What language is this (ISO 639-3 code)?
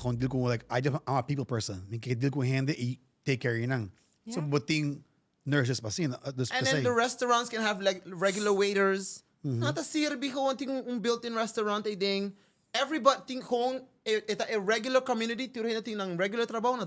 pap